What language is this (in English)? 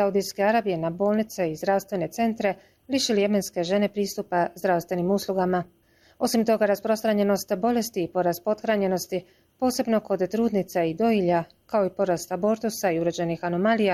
Bosnian